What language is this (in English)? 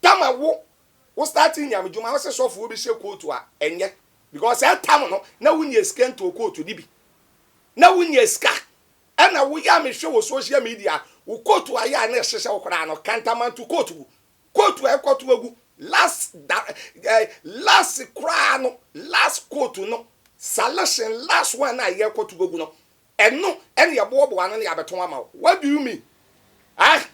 Akan